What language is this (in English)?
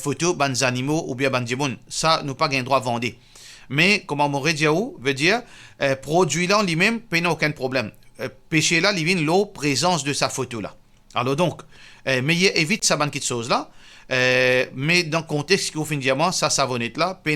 Morisyen